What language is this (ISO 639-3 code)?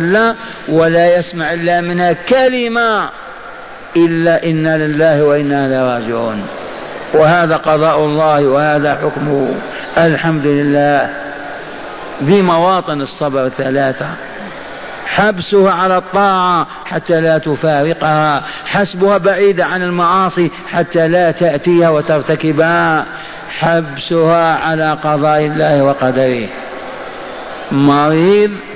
ara